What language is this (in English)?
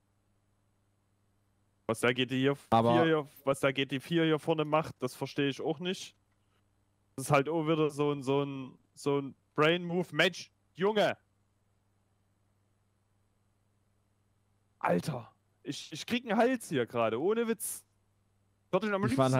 German